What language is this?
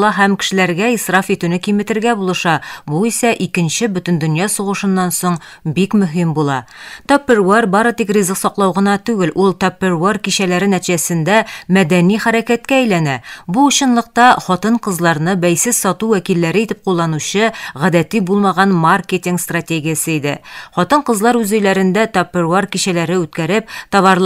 Tatar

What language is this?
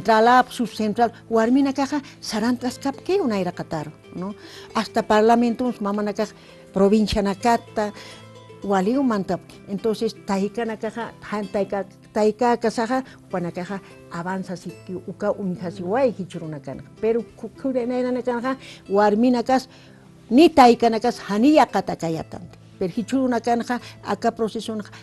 Aymara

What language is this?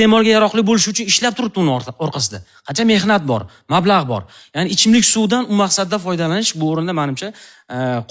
Uzbek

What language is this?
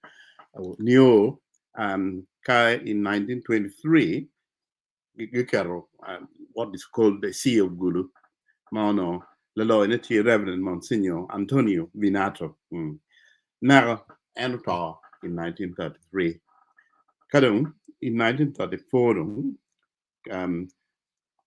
Acoli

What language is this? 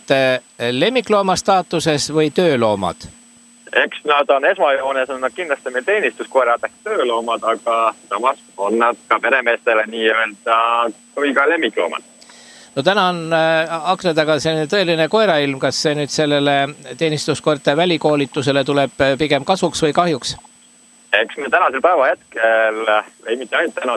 Estonian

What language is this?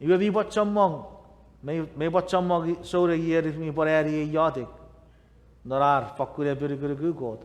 Chuukese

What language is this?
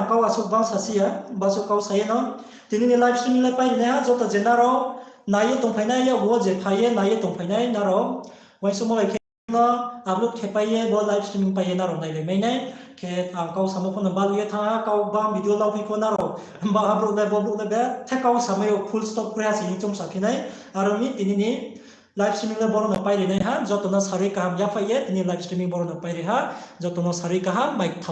Riang (India)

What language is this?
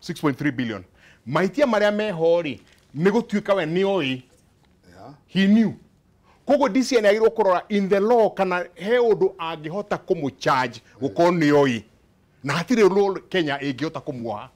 Kikuyu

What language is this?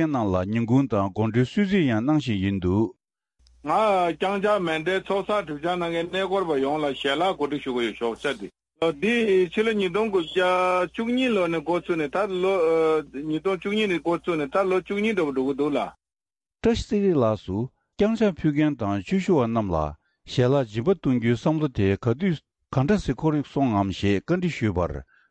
Tibetan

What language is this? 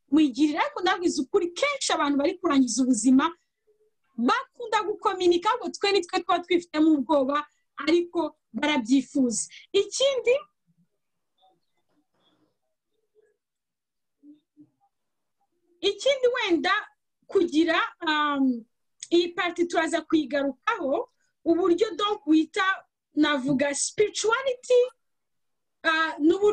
Kinyarwanda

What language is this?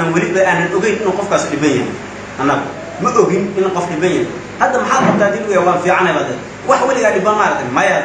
Somali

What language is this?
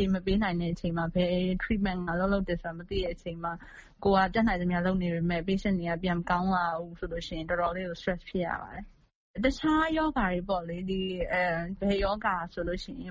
Burmese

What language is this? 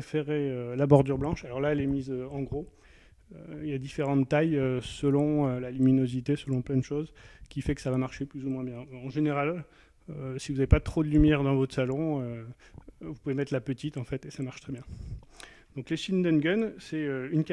French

